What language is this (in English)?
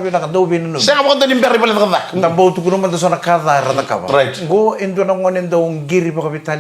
Fijian